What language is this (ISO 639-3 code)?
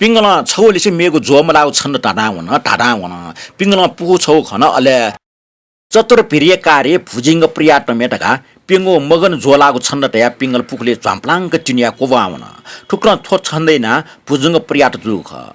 new